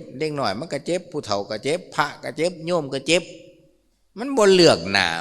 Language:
Lao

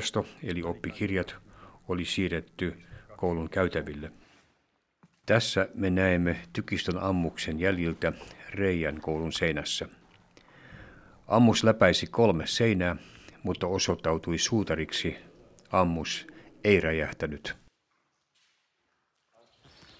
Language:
Finnish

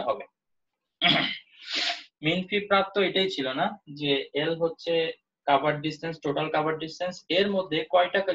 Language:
Bangla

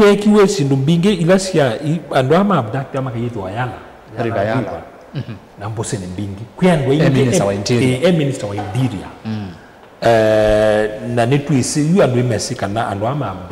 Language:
Kamba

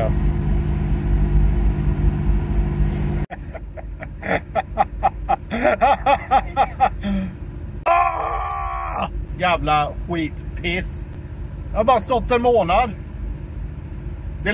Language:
Swedish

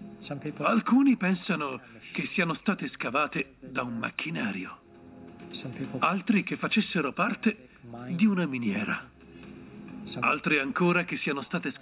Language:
Italian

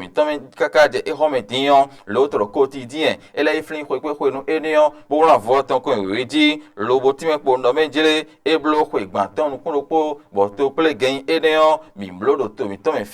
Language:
Fon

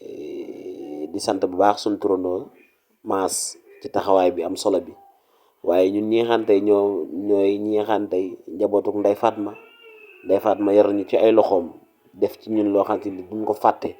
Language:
Wolof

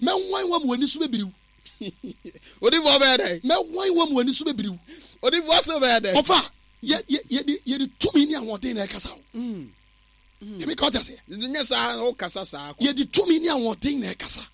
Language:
Akan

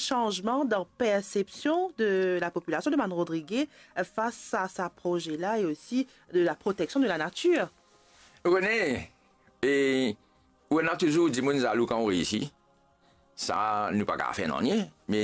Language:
Morisyen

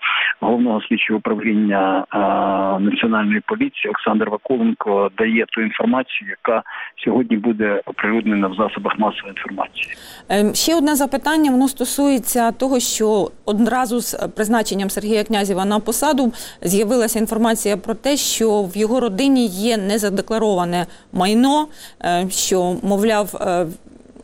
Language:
Ukrainian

